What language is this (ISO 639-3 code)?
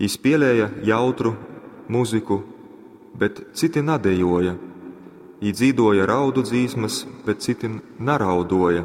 ltg